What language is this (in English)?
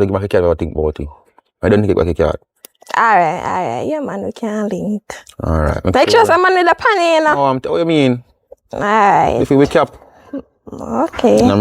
Jamaican Creole English